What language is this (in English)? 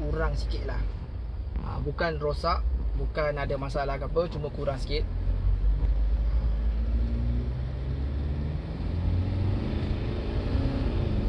Malay